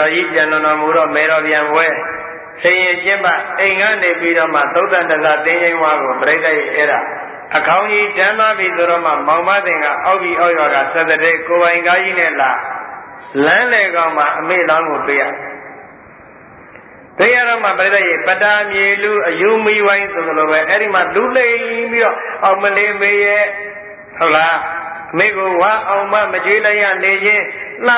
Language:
Burmese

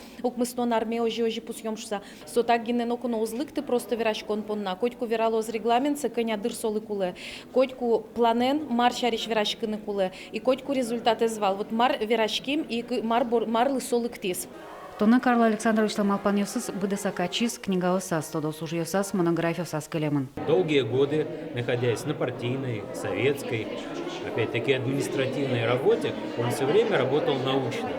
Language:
Udmurt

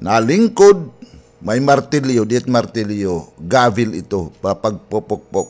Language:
Waray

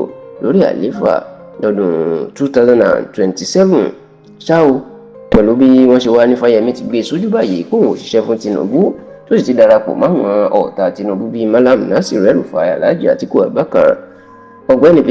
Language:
Yoruba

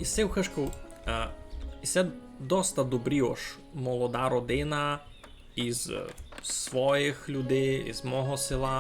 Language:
Rusyn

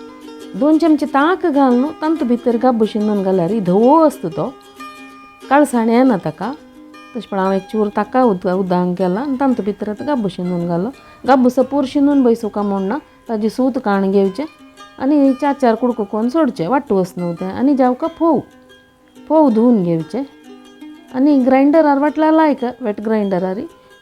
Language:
Konkani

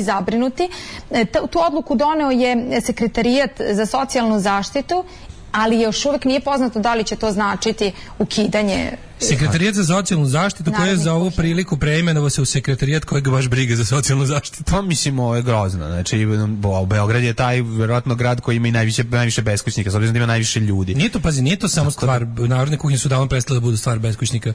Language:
Serbian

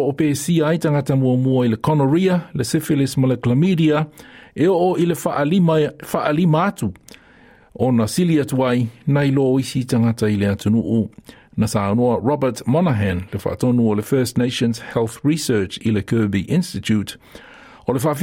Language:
Samoan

